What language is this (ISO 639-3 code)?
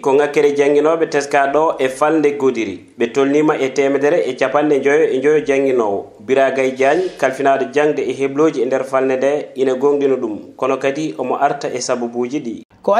ful